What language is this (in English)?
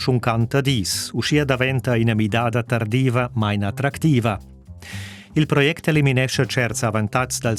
Romansh